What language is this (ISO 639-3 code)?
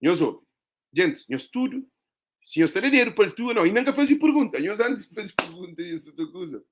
kea